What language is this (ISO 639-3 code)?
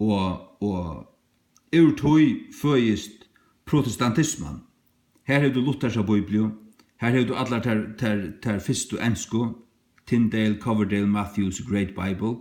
fao